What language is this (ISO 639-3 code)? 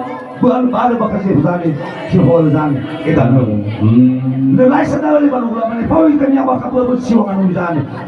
nia